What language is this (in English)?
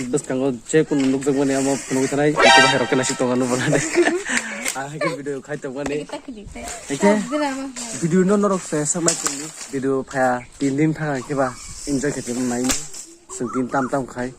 Kok Borok